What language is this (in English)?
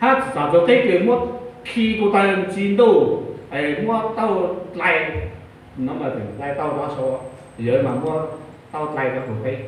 Hmong